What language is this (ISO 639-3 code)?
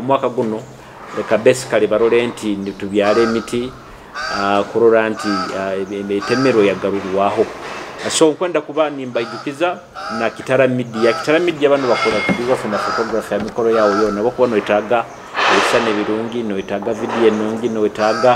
nyo